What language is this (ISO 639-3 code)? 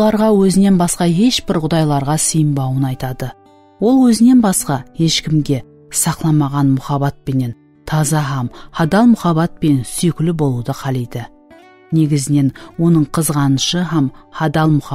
kaa